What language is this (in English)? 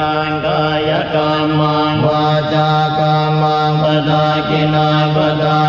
Pali